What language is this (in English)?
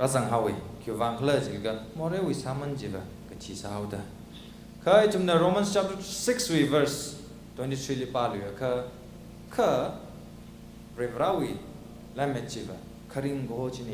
Tangkhul Naga (India)